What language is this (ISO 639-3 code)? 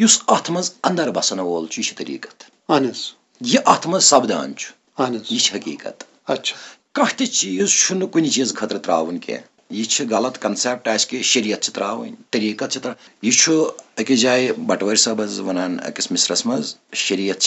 kas